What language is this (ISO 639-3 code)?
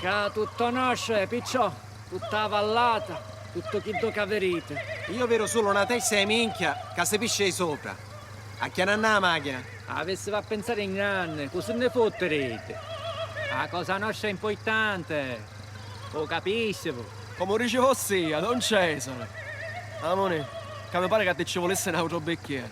scn